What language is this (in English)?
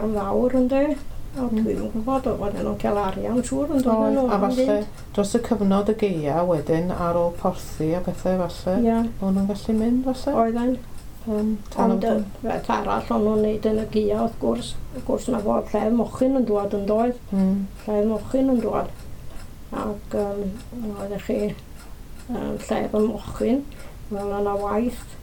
Welsh